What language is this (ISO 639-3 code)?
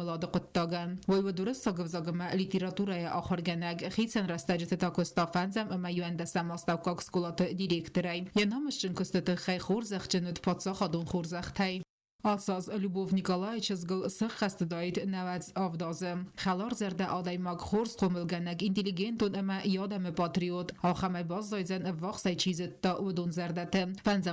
oss